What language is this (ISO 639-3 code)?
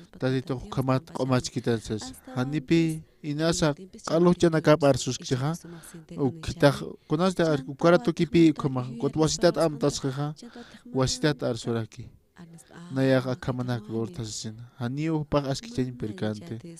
aym